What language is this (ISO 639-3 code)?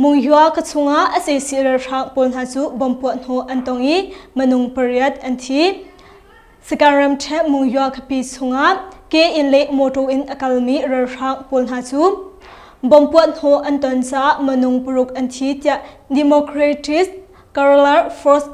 cnh